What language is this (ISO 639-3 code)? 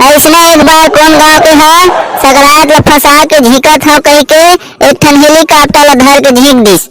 hne